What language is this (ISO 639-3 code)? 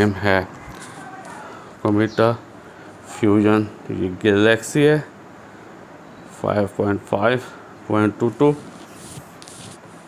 hin